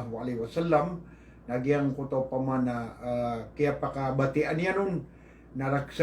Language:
Maranao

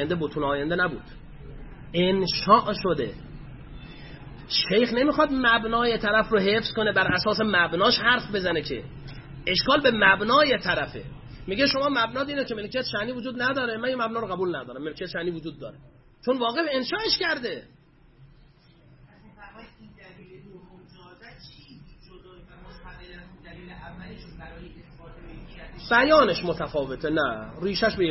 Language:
Persian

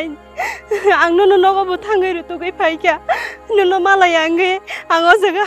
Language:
Kok Borok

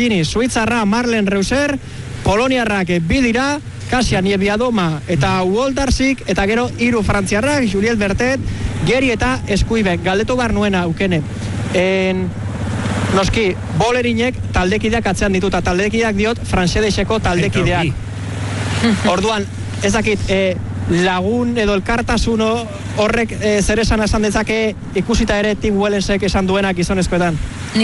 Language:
Basque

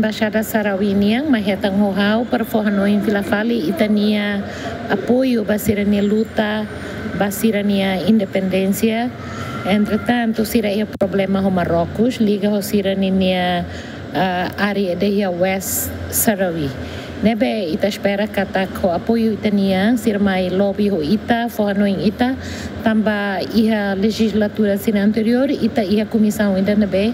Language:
Tetum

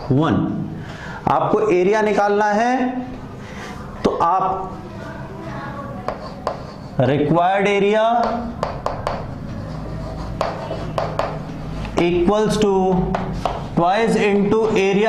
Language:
Hindi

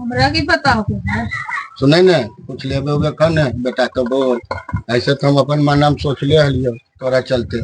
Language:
Magahi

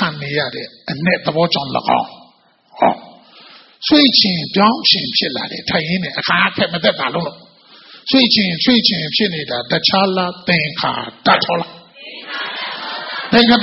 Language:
Burmese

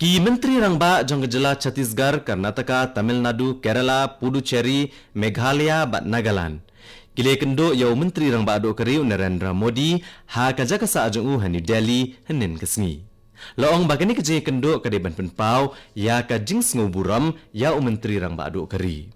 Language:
Khasi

